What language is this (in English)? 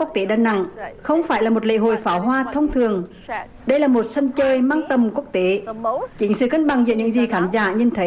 Vietnamese